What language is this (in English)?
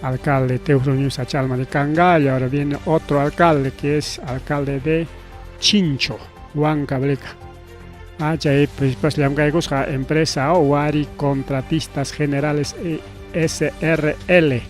Ayacucho Quechua